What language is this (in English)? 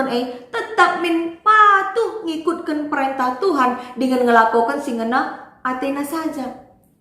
Batak Karo